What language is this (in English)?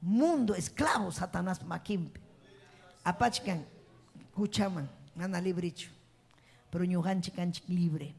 Ayacucho Quechua